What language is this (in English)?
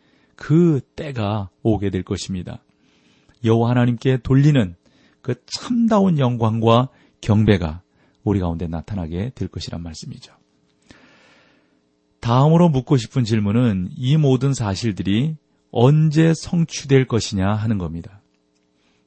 Korean